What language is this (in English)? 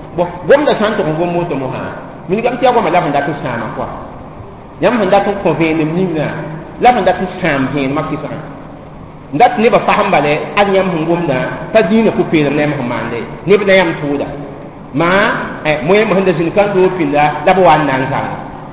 Mossi